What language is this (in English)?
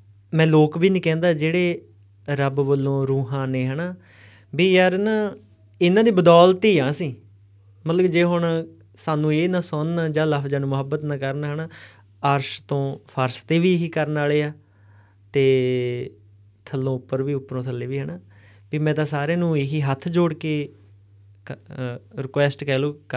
Punjabi